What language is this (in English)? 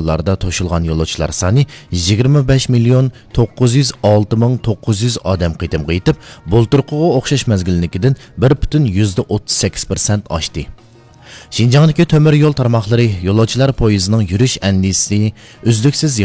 Uyghur